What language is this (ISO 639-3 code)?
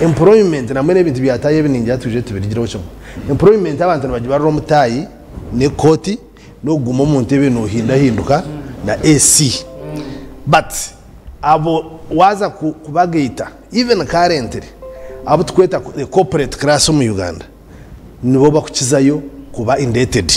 nyn